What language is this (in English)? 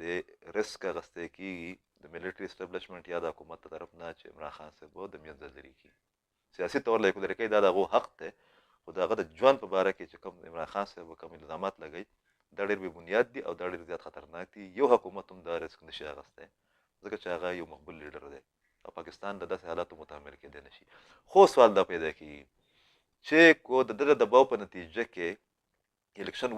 Pashto